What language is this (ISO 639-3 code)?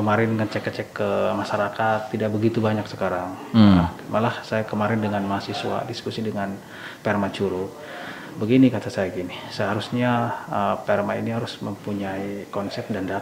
ind